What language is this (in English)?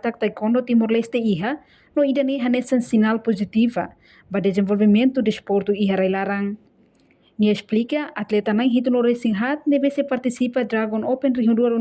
Tetum